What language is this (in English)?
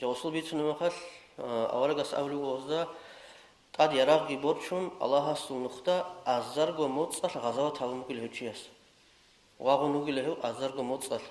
Avaric